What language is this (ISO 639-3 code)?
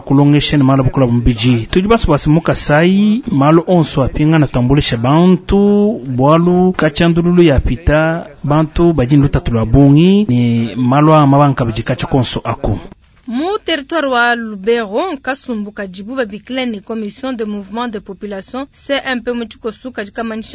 lua